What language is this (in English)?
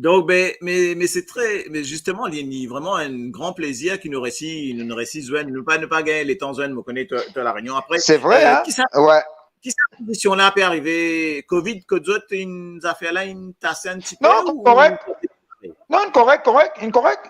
Morisyen